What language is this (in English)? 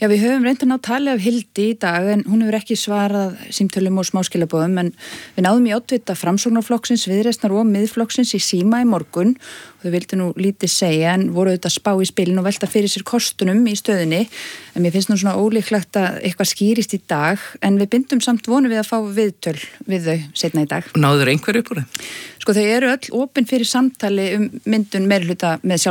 Icelandic